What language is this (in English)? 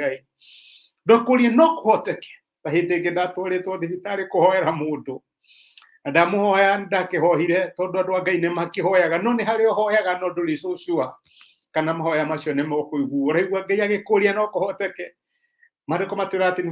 Kikuyu